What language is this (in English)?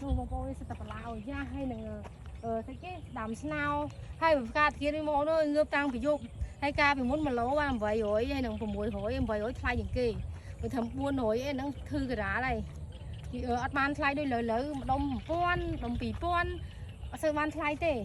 Khmer